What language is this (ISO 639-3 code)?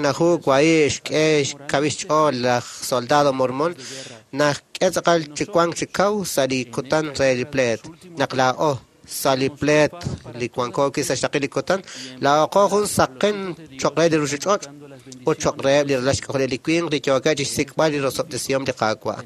kek